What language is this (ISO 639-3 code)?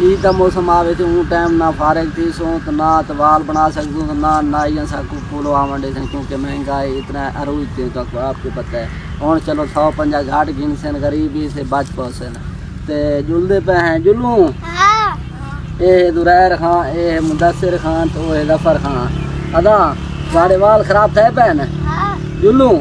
skr